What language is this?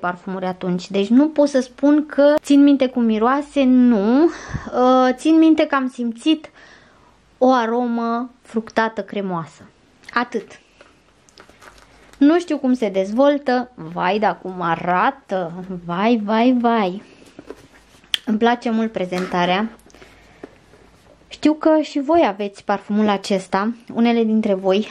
Romanian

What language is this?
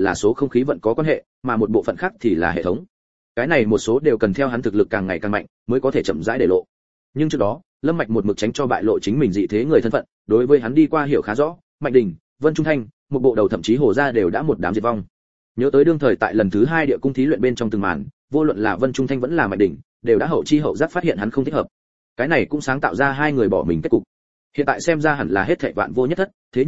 Vietnamese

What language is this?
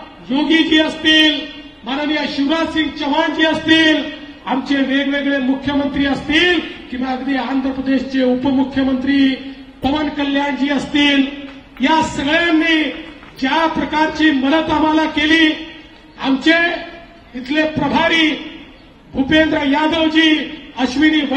Marathi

